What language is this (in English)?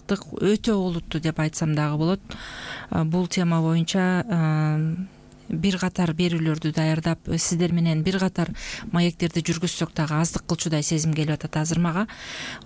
Kyrgyz